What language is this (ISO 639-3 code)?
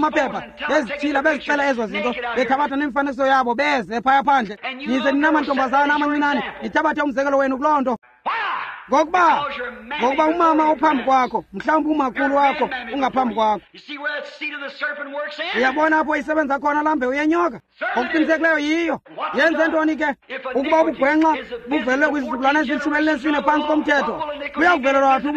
xho